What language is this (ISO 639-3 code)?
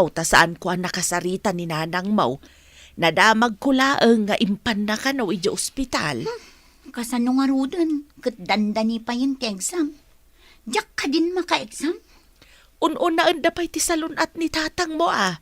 ilo